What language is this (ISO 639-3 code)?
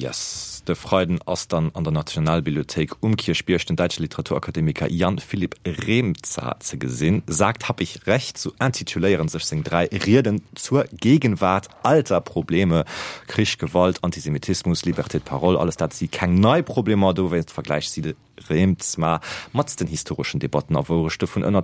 ltz